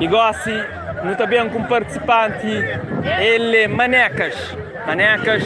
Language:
Kabuverdianu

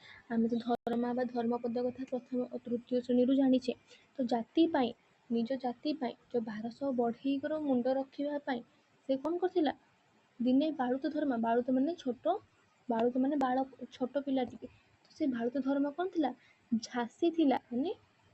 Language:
Odia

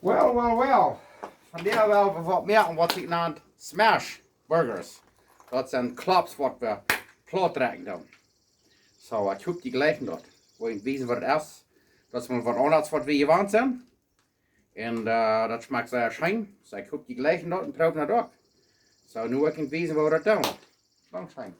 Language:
Plautdietsch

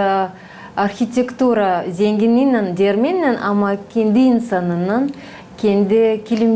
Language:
Gagauz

